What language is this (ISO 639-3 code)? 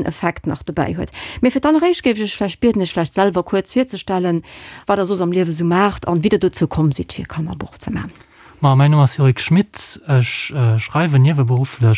ltz